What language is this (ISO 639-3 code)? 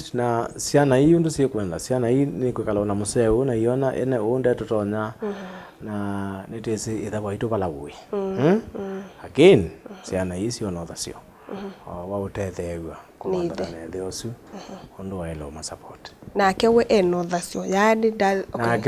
kam